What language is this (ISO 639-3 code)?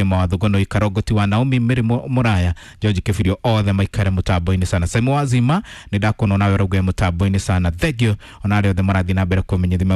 kik